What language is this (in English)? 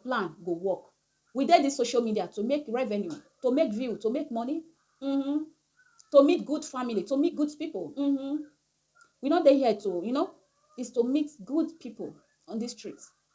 Nigerian Pidgin